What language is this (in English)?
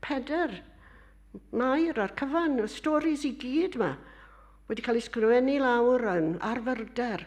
Welsh